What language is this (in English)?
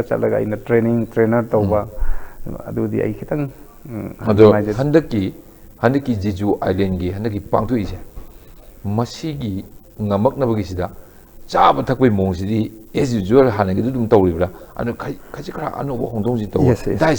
Manipuri